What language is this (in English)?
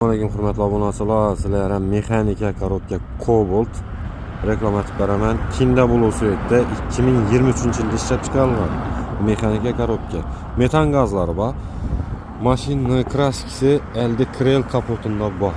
Uzbek